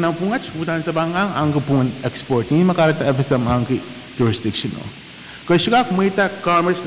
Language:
Pohnpeian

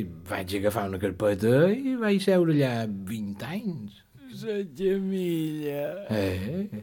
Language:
Catalan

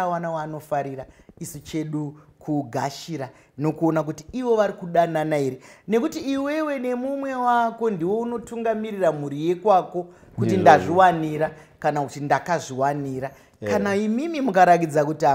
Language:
Shona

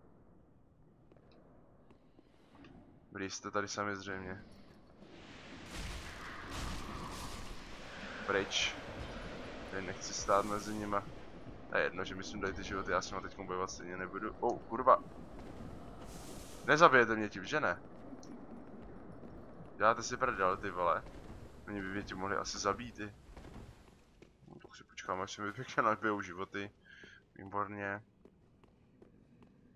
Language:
Czech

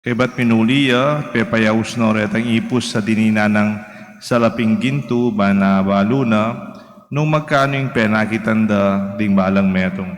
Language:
Pampanga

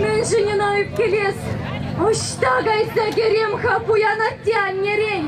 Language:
Chuvash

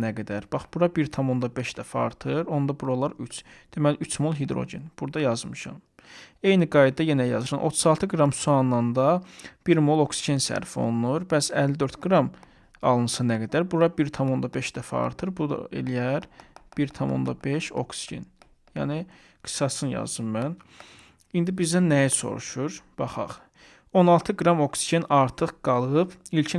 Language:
Azerbaijani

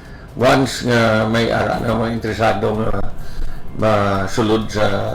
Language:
Hiligaynon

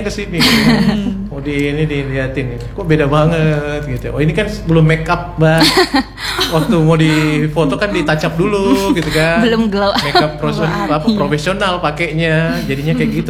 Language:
Indonesian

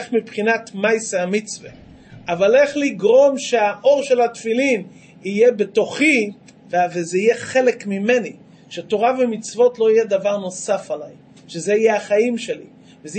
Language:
Hebrew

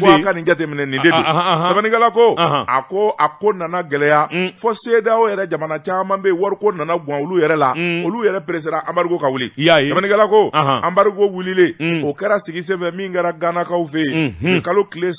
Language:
Bambara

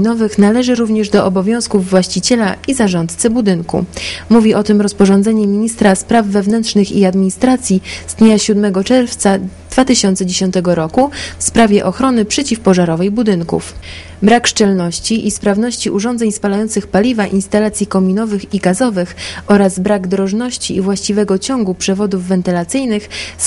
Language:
Polish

